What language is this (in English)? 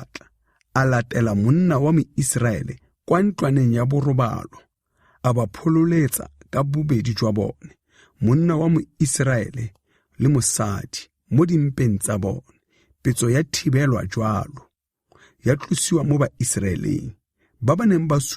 Tswana